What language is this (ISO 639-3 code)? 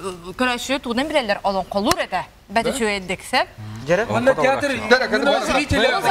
sah